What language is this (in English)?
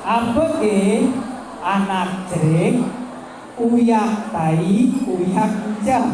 Balinese